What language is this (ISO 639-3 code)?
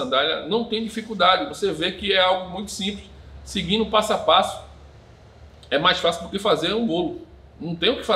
por